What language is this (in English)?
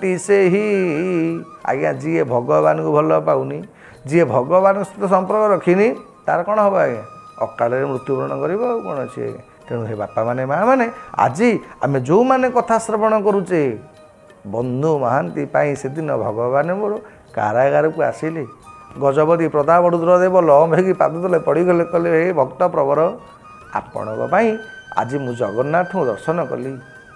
Odia